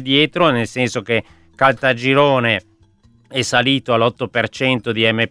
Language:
Italian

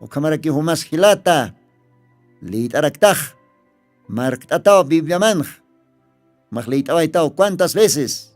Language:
Aymara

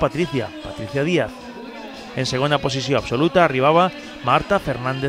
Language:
Catalan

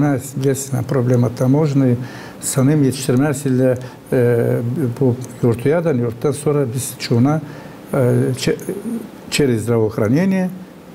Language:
Gagauz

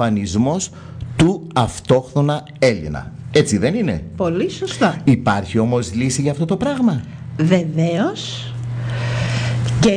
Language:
Greek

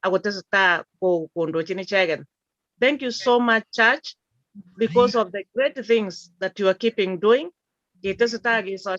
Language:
Kalenjin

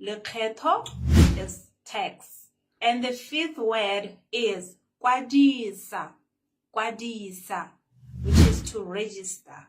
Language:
Tswana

